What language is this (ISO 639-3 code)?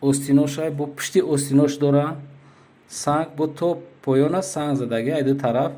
tgk